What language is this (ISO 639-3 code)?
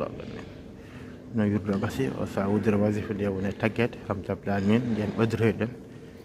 ful